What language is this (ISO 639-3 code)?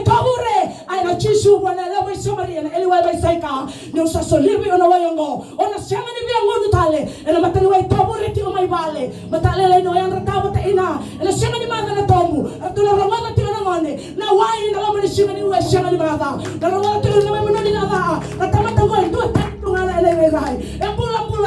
fij